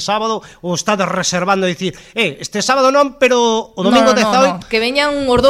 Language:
Galician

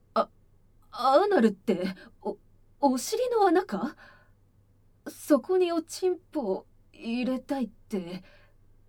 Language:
Japanese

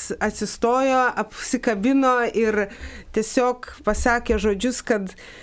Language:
Lithuanian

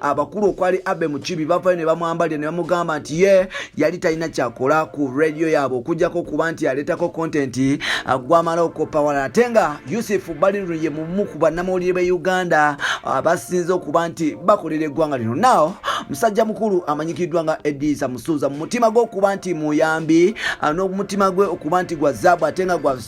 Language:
Ganda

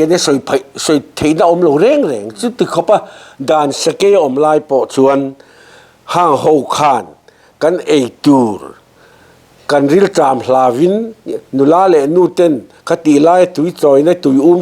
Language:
Mizo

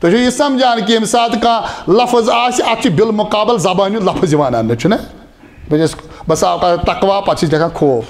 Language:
Kashmiri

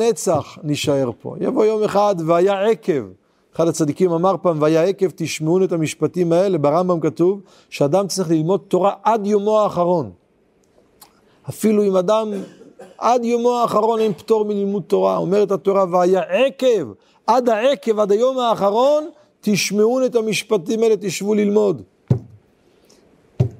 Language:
Hebrew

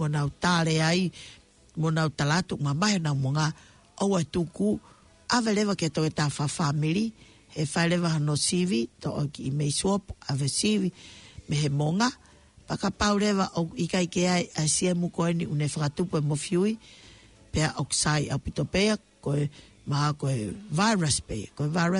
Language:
Tongan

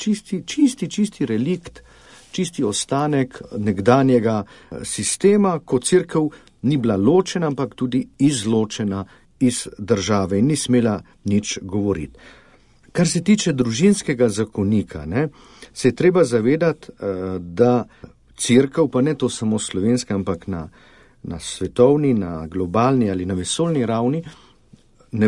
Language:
Slovenian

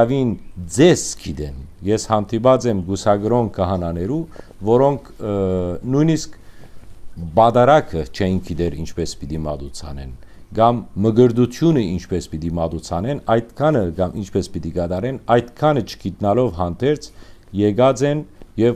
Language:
Western Armenian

